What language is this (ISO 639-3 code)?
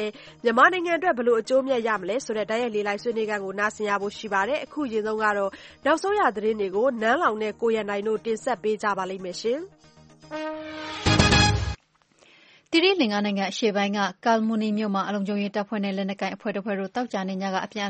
mya